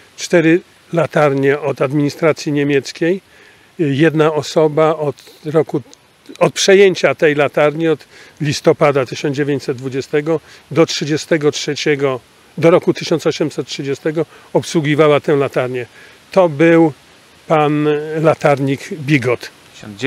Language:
Polish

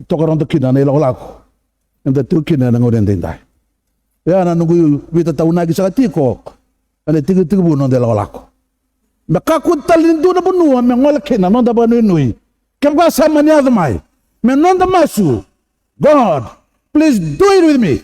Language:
Fijian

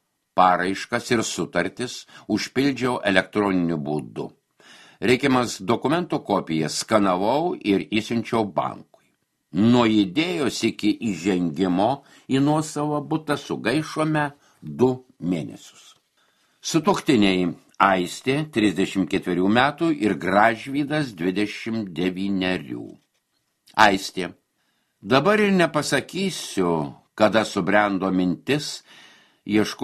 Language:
Lithuanian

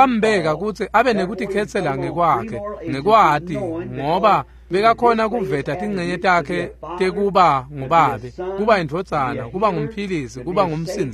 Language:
Swati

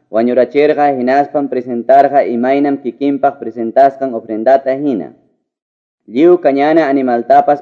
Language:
Quechua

